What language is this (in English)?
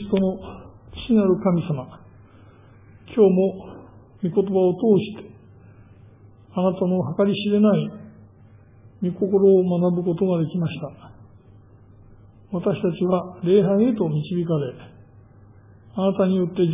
Japanese